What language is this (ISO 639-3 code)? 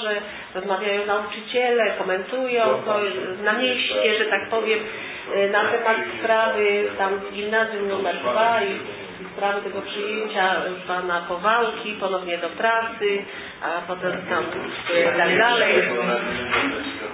pol